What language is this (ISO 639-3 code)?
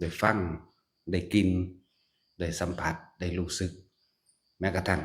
lao